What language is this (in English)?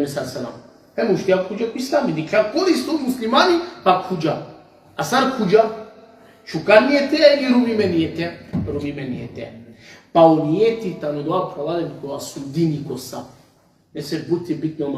Balkan Romani